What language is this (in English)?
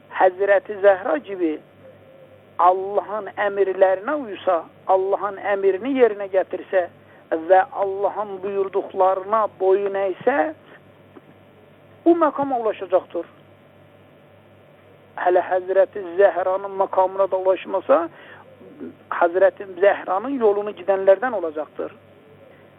Turkish